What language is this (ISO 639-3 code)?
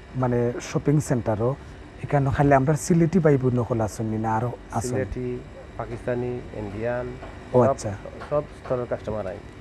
syl